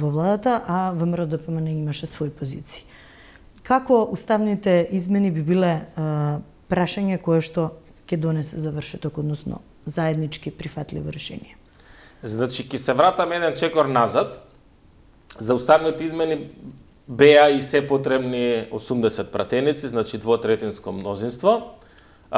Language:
Macedonian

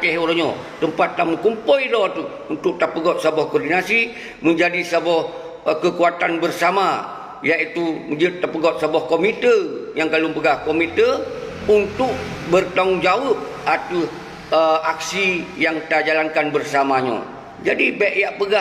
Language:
Achinese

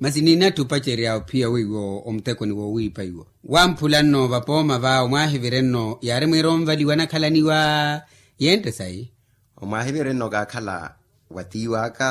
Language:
Makhuwa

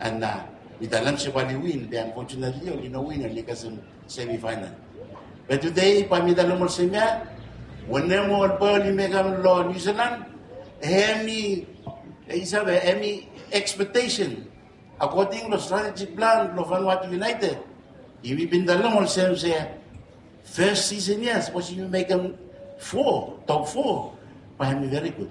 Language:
Bislama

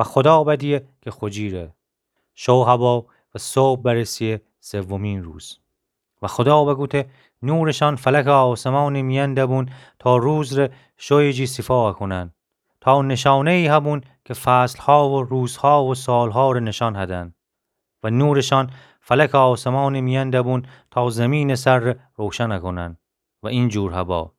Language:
Gilaki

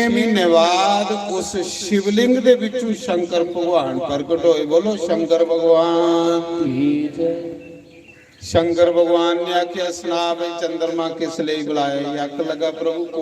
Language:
Dogri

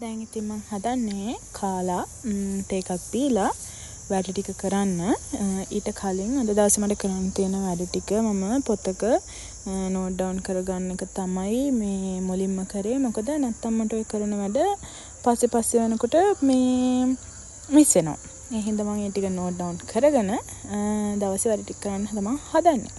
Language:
Sinhala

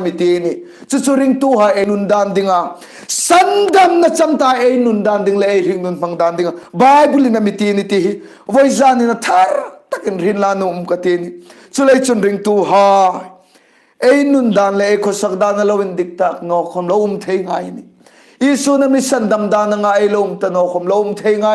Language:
Hmar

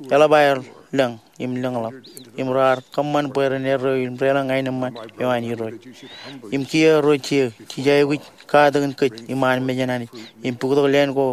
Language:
Marshallese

